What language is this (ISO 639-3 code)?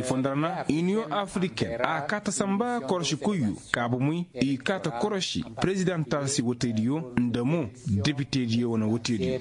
ses